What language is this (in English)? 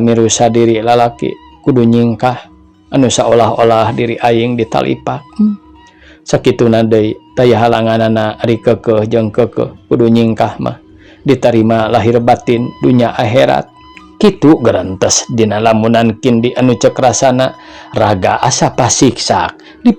Sundanese